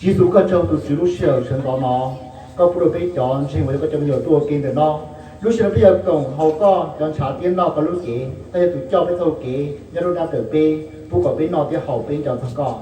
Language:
Hmong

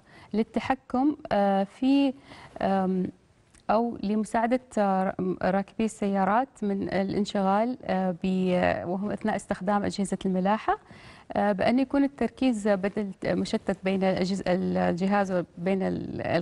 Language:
Arabic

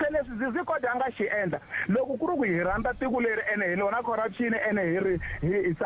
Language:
Tsonga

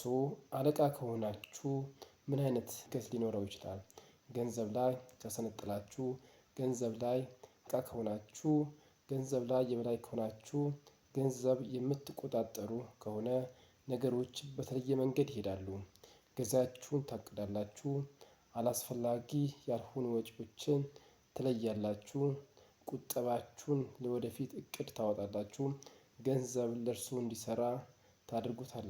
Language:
Amharic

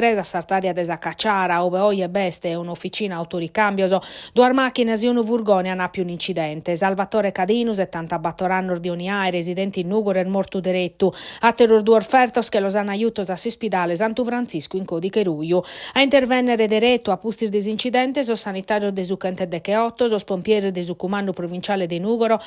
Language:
Sardinian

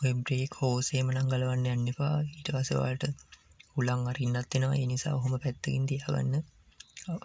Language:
Sinhala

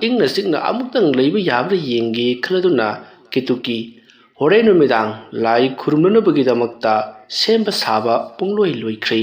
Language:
Manipuri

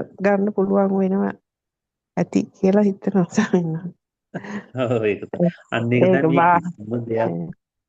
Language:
Sinhala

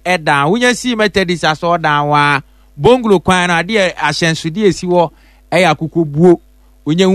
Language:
Akan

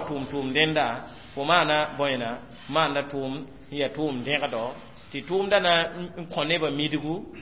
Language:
Mossi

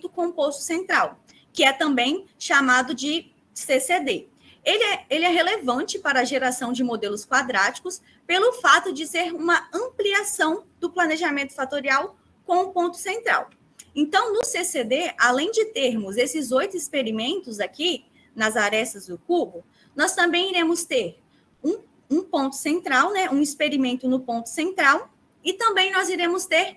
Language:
Portuguese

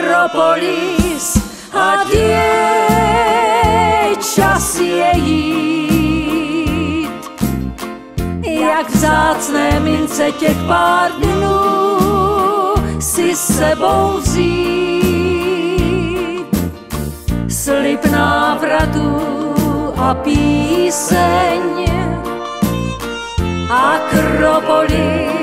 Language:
Czech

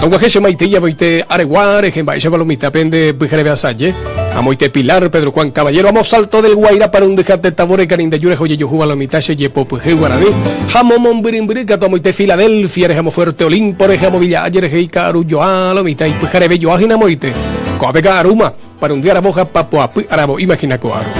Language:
Guarani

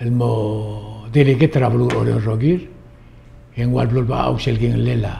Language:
Palauan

